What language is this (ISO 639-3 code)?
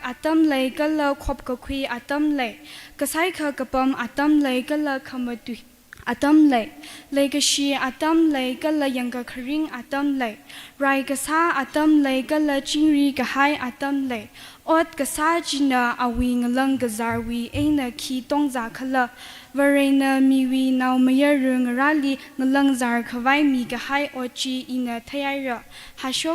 nmf